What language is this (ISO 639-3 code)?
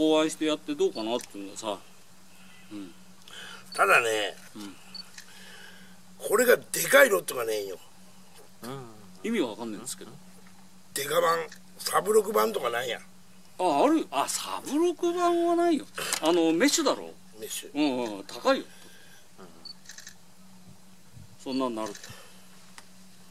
jpn